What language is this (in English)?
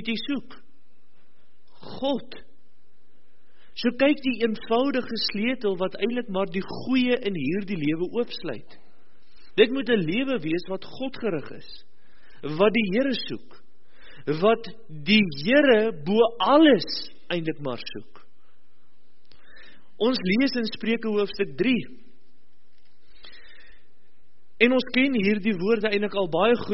Afrikaans